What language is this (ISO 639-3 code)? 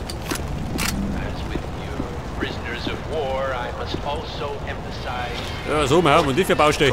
bar